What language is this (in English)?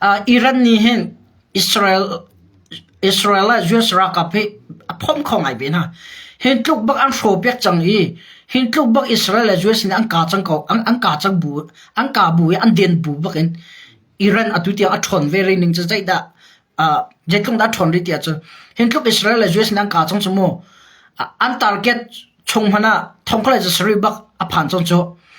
Hakha Chin